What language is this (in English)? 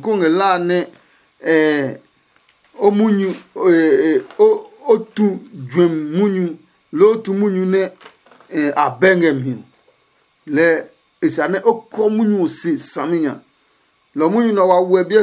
Adangme